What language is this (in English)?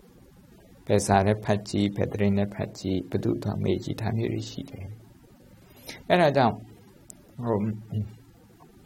Burmese